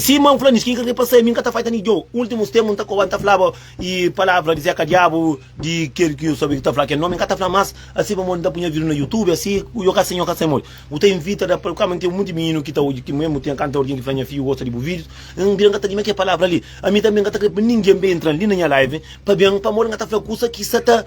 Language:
Kabuverdianu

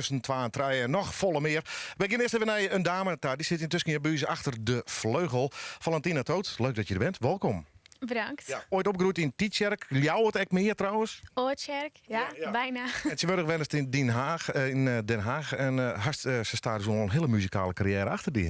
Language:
Western Frisian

